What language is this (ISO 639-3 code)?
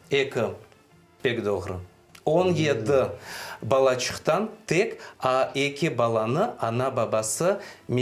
crh